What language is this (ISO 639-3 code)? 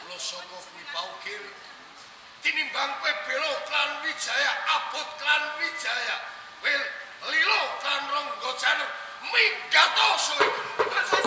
jav